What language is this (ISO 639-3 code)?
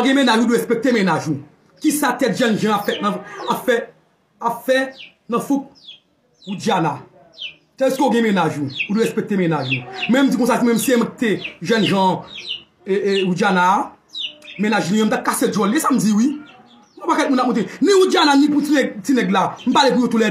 hat